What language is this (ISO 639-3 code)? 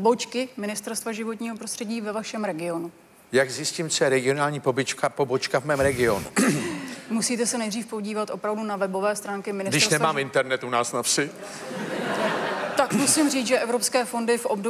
ces